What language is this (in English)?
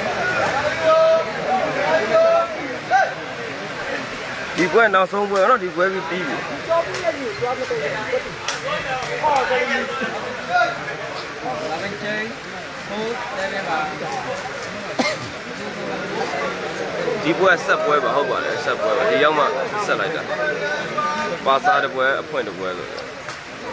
Burmese